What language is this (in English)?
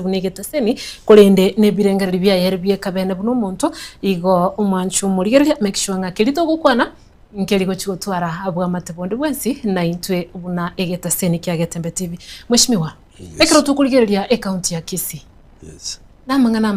Gusii